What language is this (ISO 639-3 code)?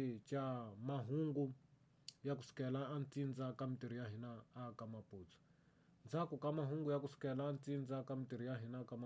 tso